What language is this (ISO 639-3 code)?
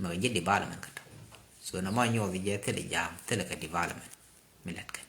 nus